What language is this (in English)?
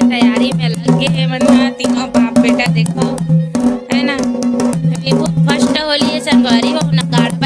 Chhattisgarhi